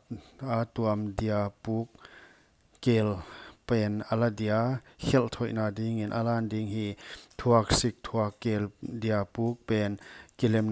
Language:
Paite Chin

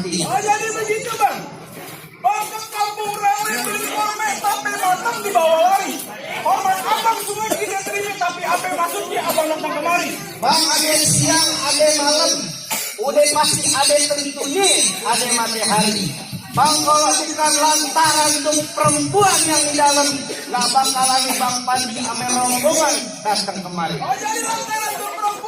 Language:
Betawi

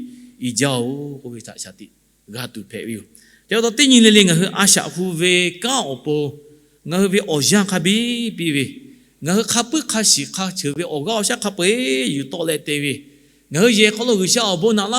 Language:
Lahu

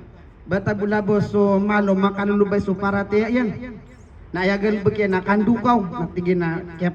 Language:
Maranao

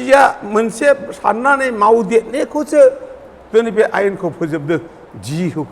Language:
Bodo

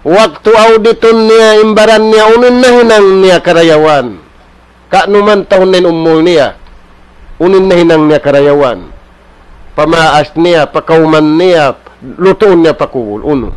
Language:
Tausug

